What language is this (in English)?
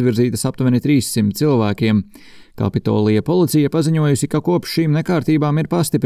Latvian